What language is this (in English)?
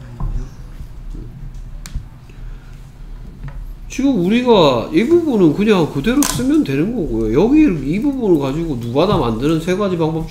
Korean